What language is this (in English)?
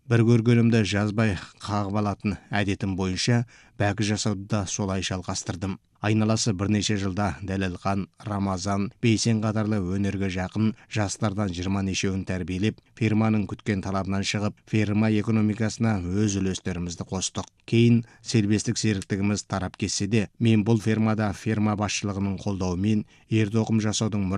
Kazakh